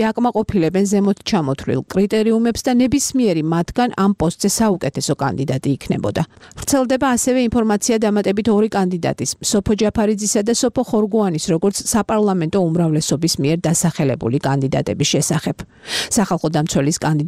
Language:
Georgian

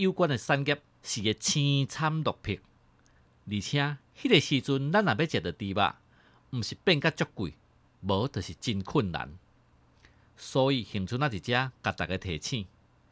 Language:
Min Nan Chinese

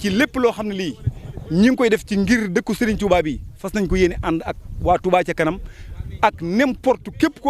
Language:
Wolof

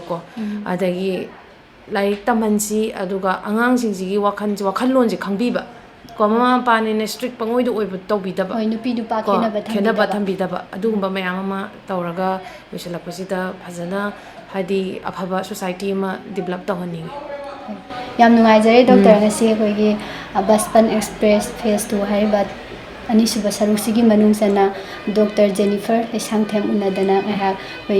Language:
Manipuri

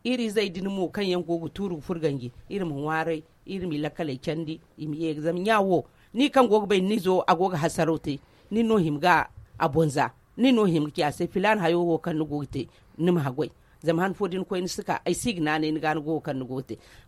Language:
Zarma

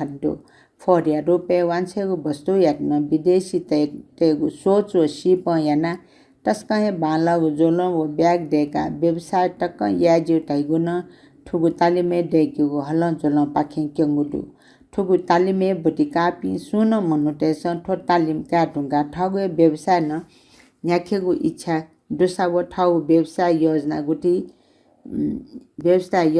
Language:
Newari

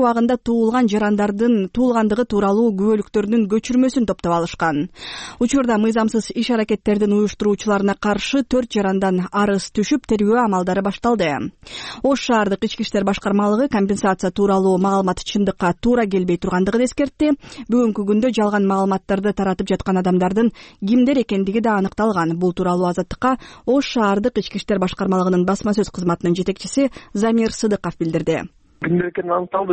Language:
Kyrgyz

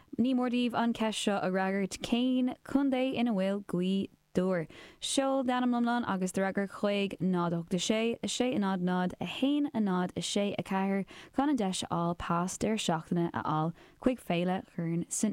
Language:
Irish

